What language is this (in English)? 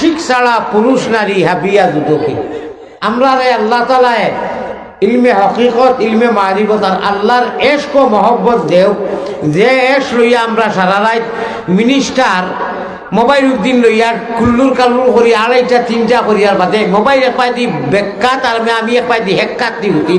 Sylheti